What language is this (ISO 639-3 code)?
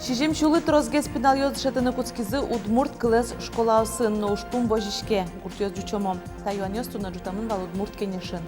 udm